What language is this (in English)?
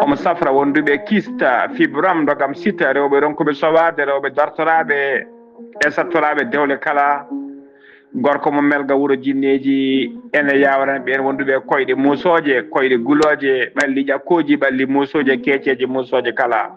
Fula